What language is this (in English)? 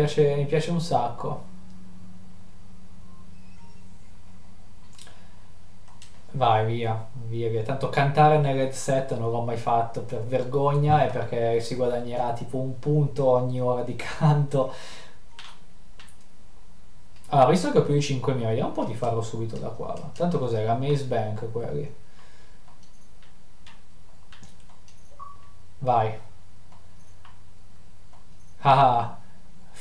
Italian